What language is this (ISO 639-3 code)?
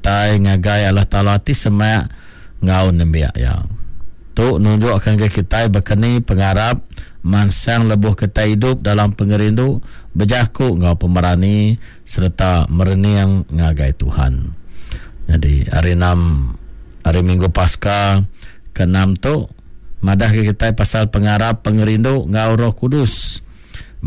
iba